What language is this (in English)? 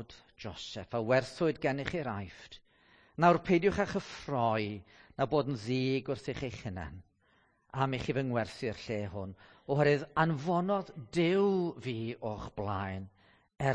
Welsh